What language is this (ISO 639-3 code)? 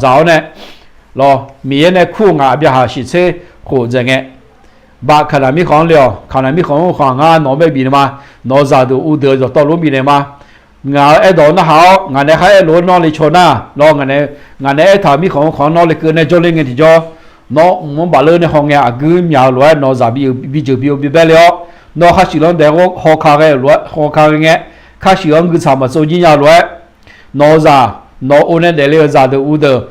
ahk